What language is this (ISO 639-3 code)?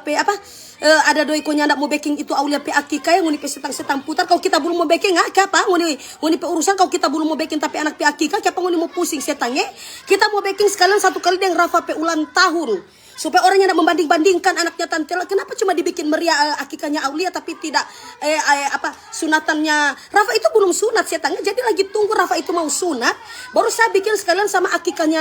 xmm